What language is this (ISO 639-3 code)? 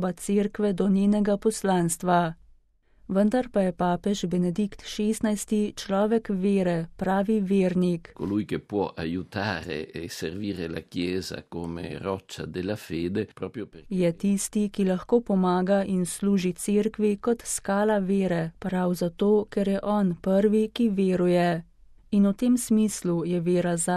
slv